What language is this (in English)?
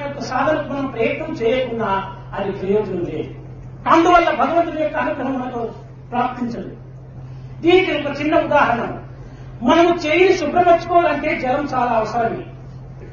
Telugu